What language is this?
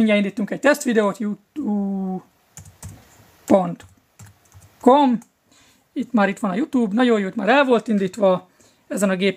Hungarian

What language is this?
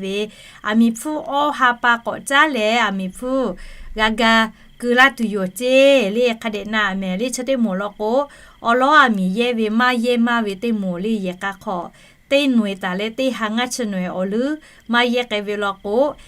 Lahu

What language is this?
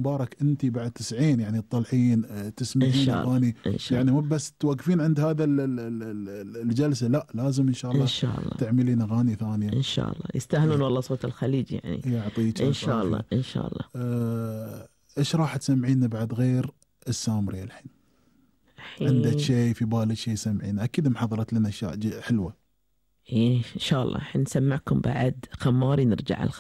Gulf Arabic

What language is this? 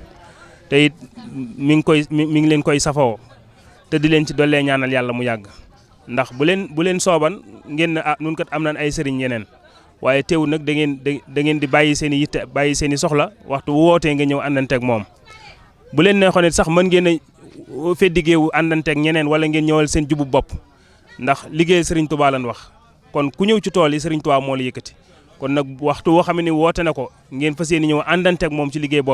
Wolof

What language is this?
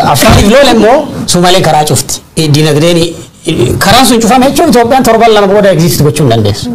Oromo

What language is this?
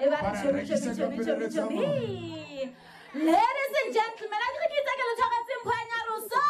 Southern Sotho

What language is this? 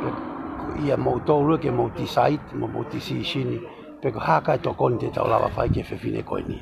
Tongan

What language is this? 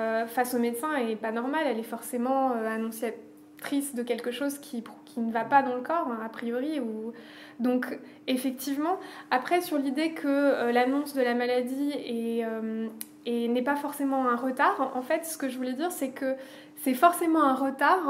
French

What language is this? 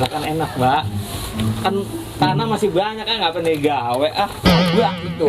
Betawi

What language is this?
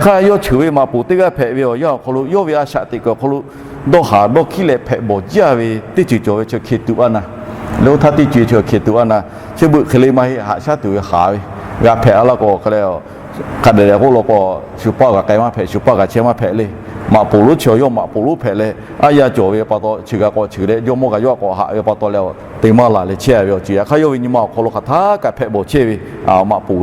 Lahu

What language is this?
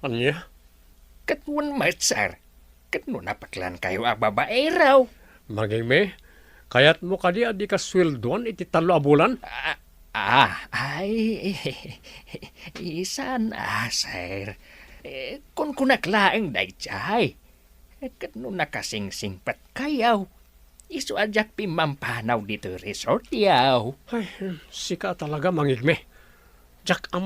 Iloko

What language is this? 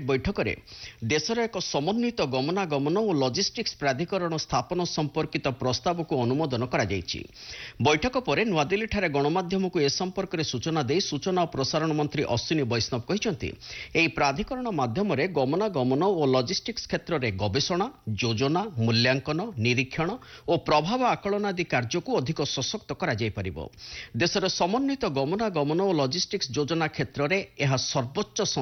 Odia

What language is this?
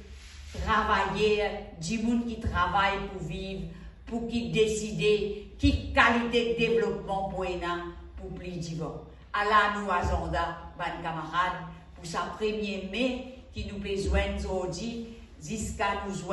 Morisyen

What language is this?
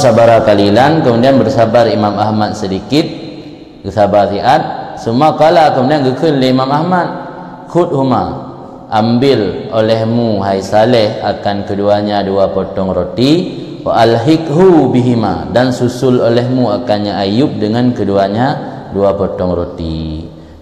Achinese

